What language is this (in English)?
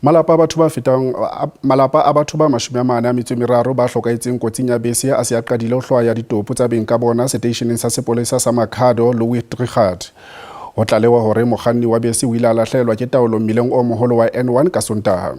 Southern Sotho